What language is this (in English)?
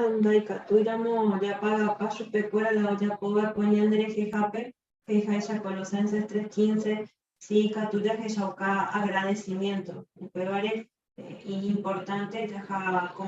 Guarani